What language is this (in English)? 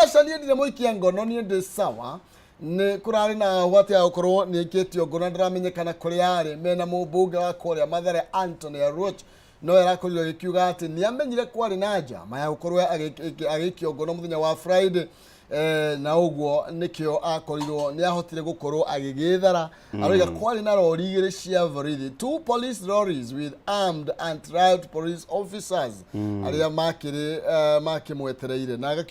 Kikuyu